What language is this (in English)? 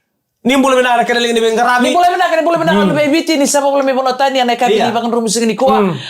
Fijian